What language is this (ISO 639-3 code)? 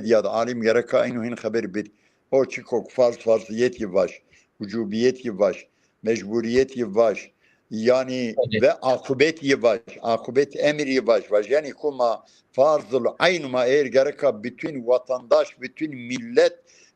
zza